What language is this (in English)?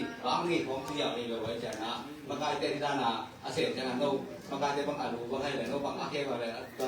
Tedim Chin